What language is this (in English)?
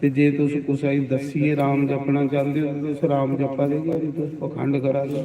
Dogri